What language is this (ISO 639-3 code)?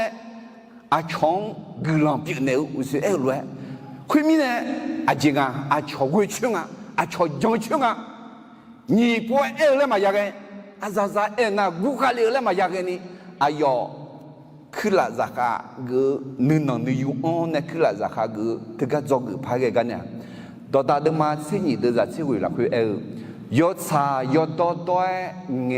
ahk